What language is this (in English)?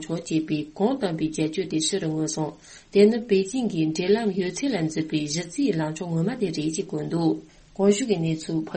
Tibetan